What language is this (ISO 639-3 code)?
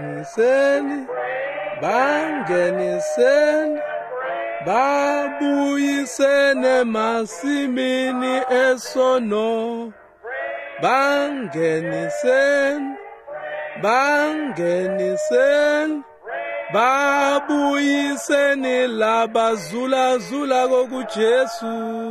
ssw